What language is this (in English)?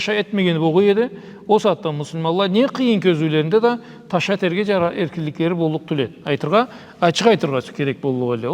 Karachay-Balkar